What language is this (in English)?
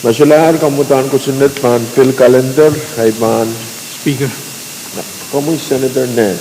Pohnpeian